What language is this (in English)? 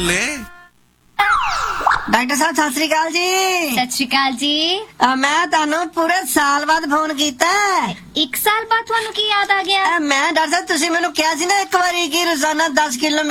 Punjabi